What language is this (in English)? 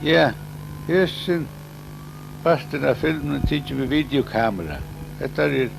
Faroese